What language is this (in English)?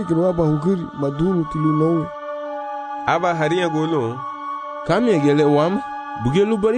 Garifuna